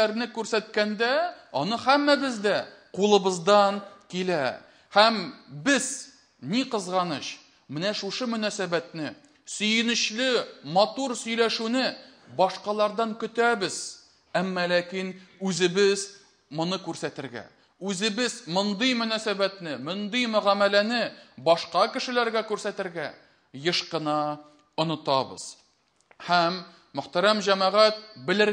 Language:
Tatar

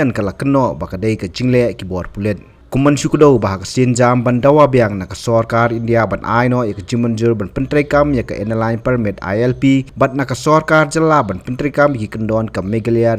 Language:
Khasi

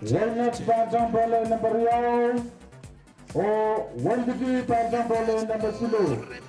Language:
Pohnpeian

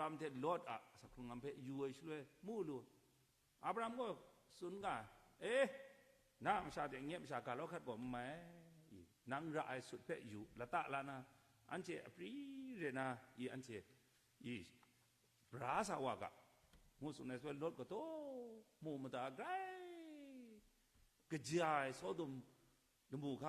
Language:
Kachin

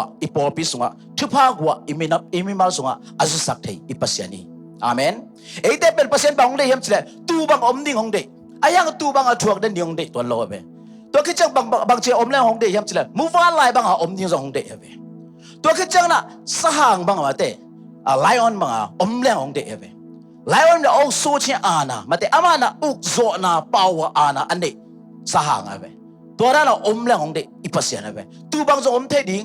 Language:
Tedim Chin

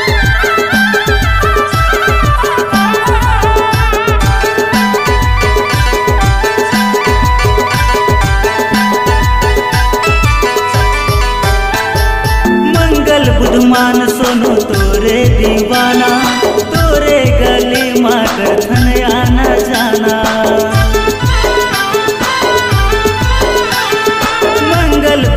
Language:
Chhattisgarhi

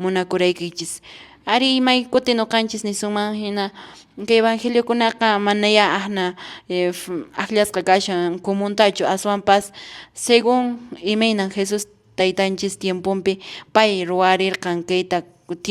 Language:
Quechua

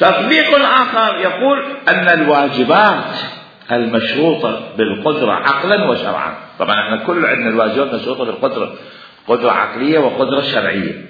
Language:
Mesopotamian Arabic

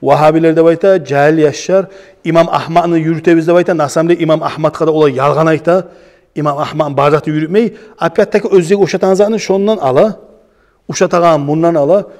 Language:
Kumyk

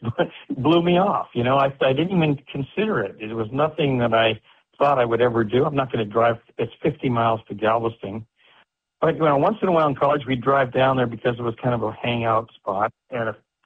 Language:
English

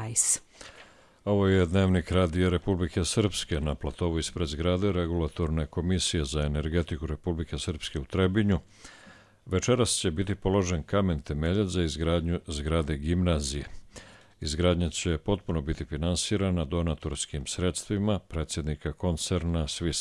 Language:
Croatian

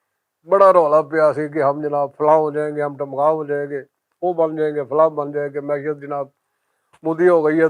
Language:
Western Panjabi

